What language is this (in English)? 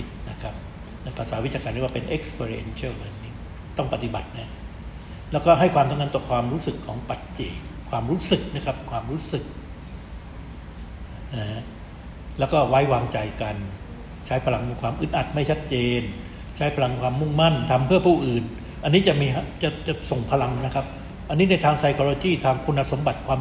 Thai